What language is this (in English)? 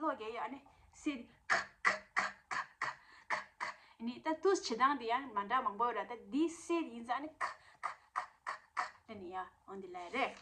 Tibetan